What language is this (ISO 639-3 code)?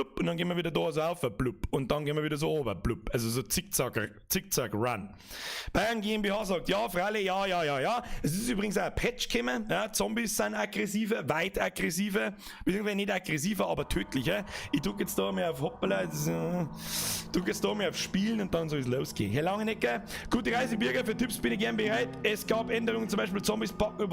bar